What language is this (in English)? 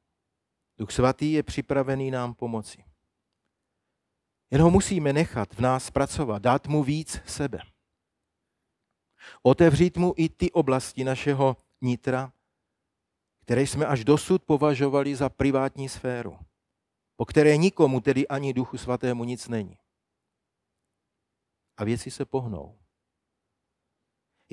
Czech